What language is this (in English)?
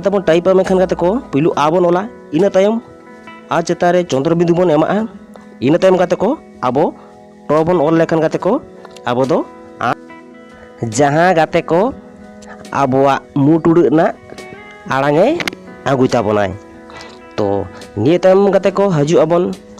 Santali